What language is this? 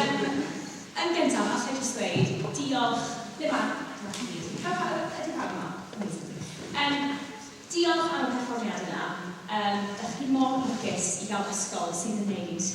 Welsh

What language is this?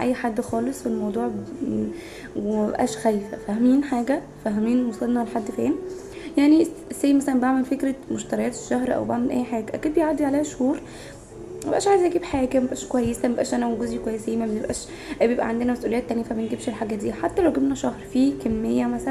Egyptian Arabic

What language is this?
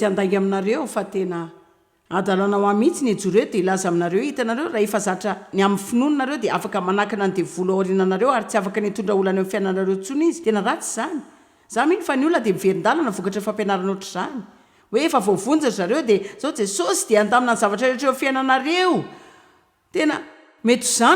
Malagasy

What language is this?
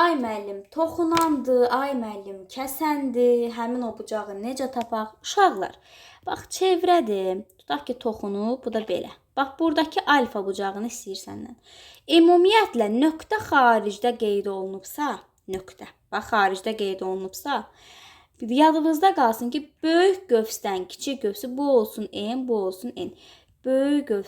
Azerbaijani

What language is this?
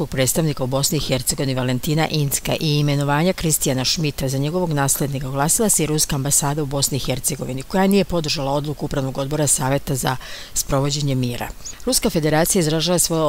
Serbian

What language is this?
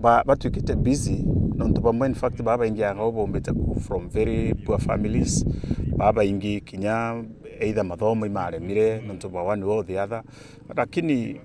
Meru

